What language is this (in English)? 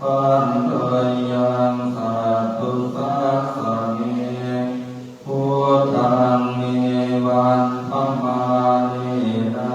Pali